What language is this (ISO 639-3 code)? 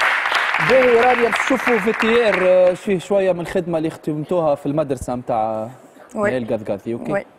aeb